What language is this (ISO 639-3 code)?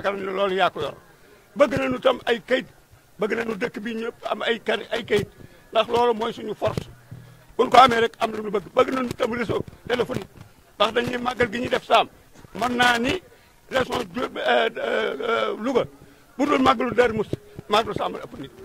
wol